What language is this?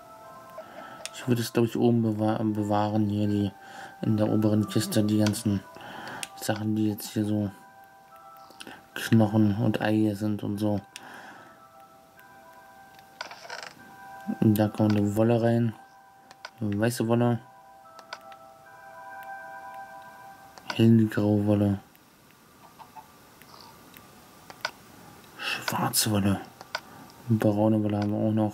German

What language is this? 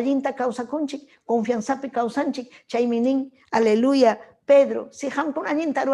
Ayacucho Quechua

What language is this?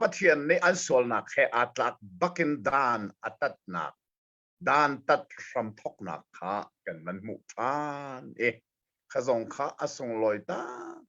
Hakha Chin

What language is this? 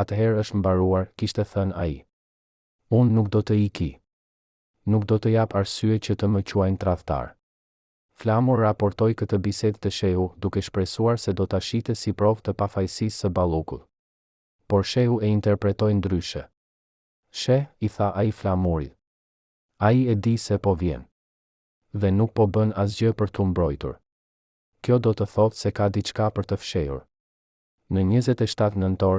Albanian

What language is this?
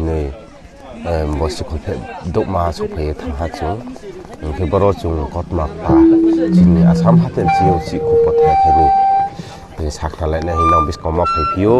Riang (India)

